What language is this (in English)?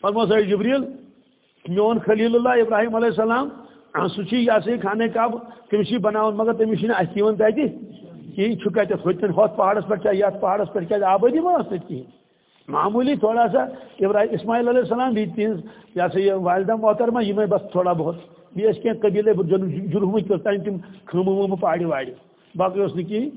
Kashmiri